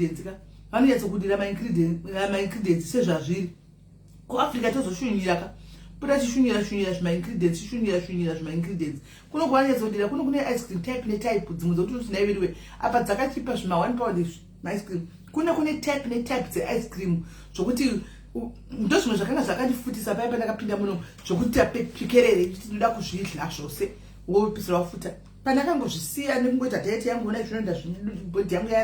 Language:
Shona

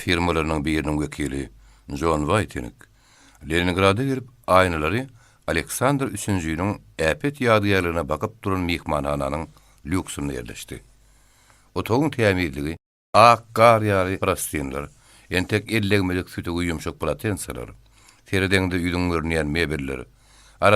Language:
Turkmen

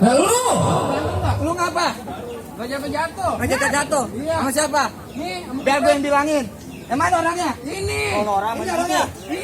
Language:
Betawi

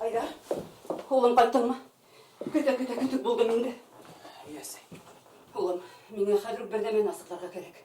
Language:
Bashkir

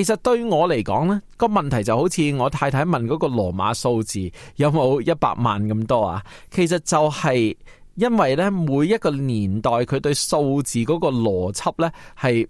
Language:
Cantonese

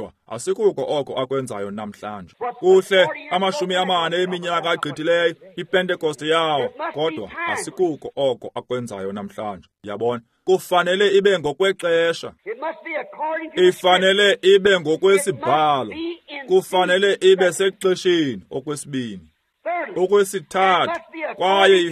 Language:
Xhosa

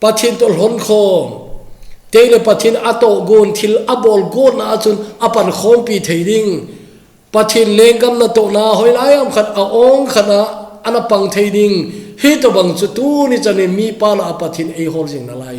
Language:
Thado Chin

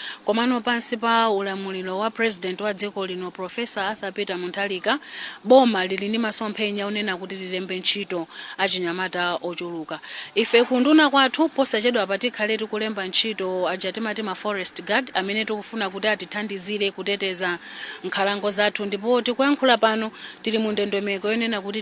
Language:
Nyanja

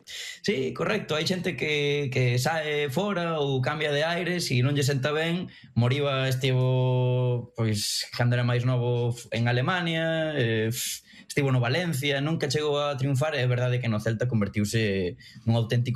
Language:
Galician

